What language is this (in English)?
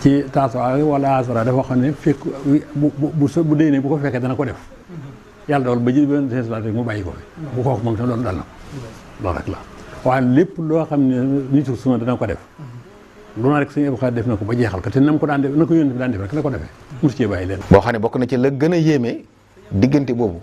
Wolof